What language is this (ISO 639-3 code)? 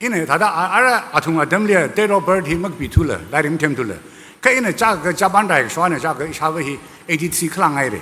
nmf